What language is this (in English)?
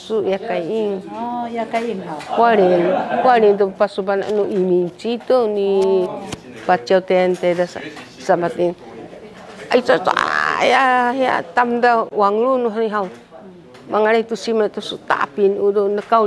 Sakizaya